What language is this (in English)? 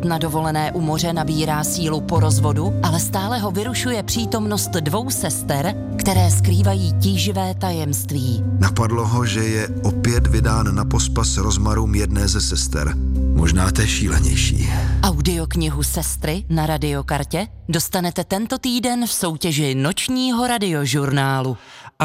Czech